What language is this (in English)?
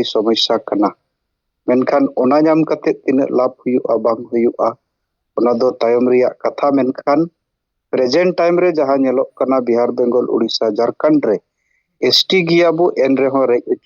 Santali